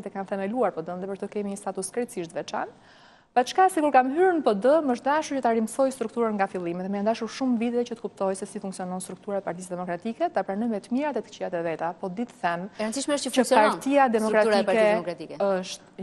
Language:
Albanian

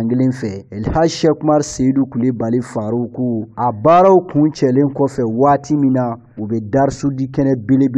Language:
Bambara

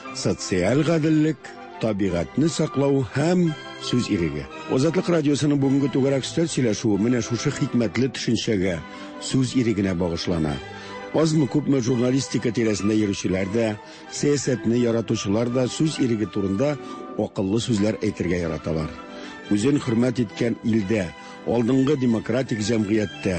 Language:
Tatar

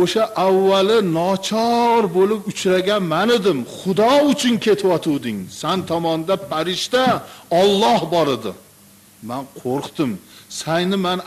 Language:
Uzbek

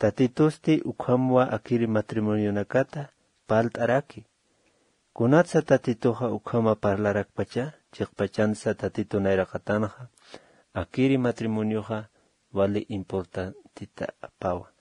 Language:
Aymara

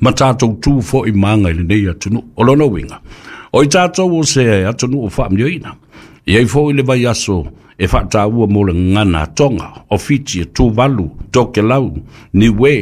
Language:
Samoan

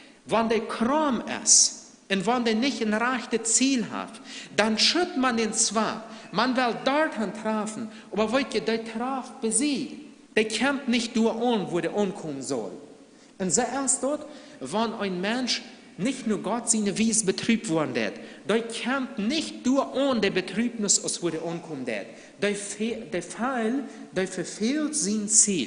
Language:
Plautdietsch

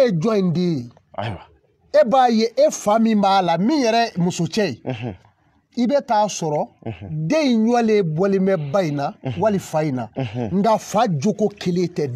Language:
Bambara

